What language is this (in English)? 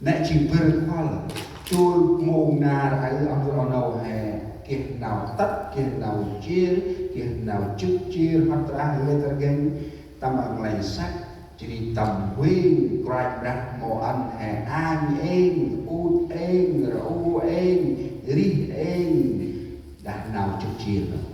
Central Mnong